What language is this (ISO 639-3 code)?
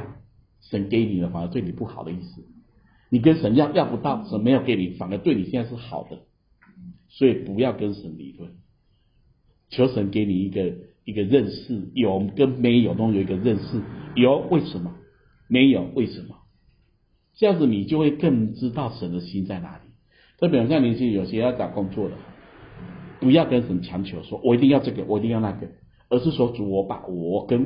zho